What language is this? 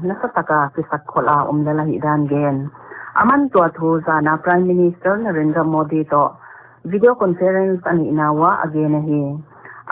Paite Chin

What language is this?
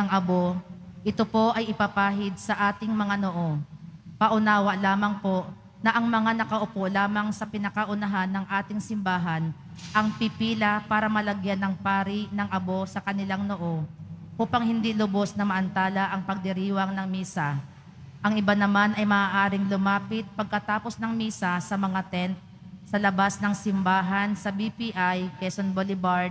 Filipino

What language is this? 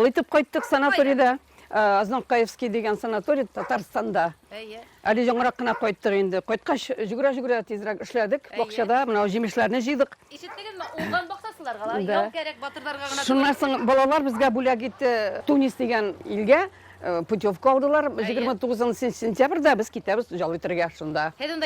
Bashkir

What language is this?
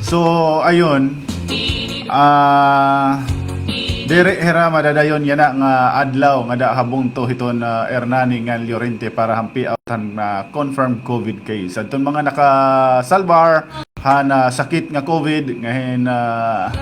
Waray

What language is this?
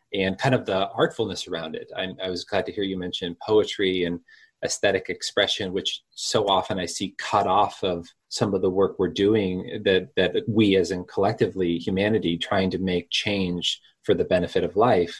English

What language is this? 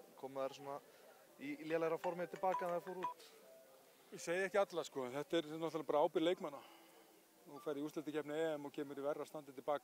Icelandic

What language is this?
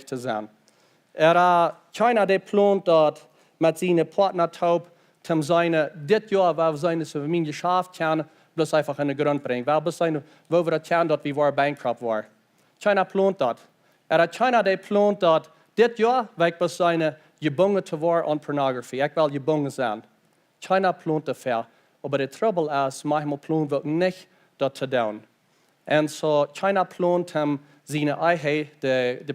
Plautdietsch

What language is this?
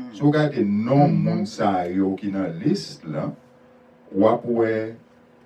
Haitian Creole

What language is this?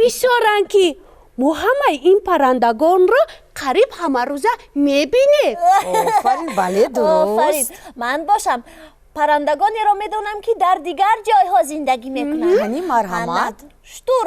Tajik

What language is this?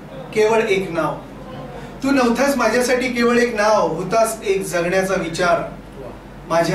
Marathi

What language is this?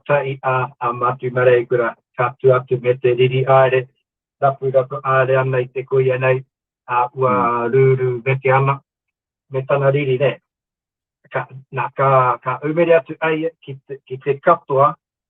Māori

